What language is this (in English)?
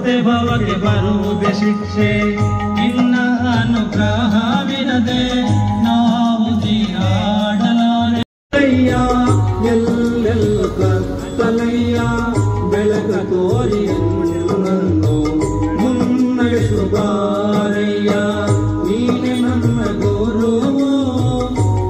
Kannada